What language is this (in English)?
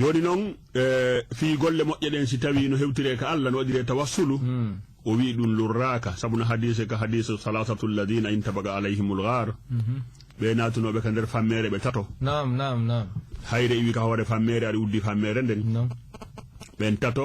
Fula